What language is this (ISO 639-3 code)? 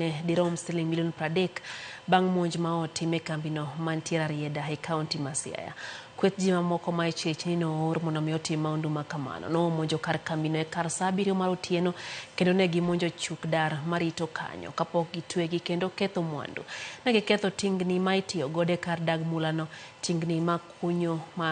luo